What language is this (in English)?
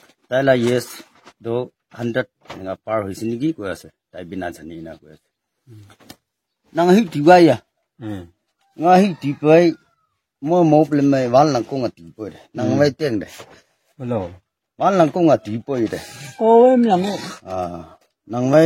Naga Pidgin